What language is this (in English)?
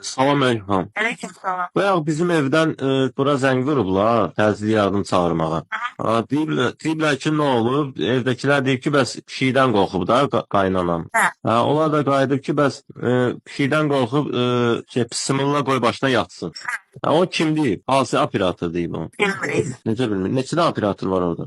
Azerbaijani